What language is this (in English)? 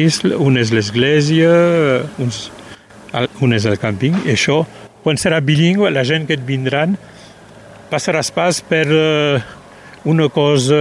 Catalan